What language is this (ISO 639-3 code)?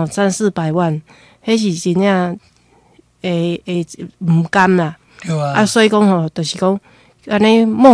nan